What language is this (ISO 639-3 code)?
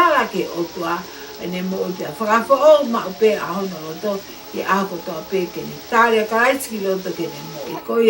ton